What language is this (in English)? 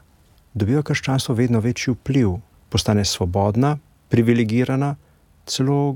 Slovenian